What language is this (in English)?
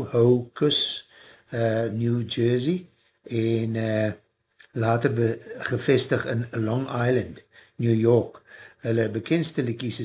Afrikaans